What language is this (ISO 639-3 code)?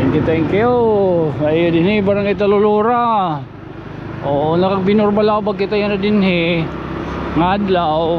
war